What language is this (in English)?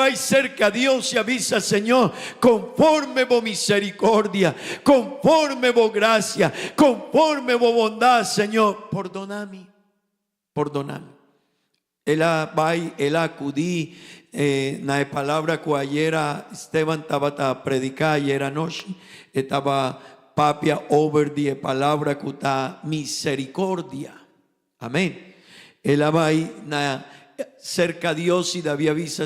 Papiamento